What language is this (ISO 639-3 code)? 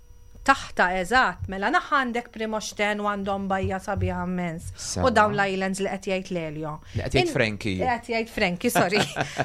mlt